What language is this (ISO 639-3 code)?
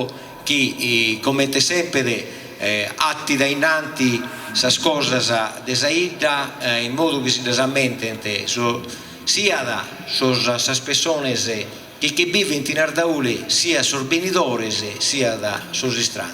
srd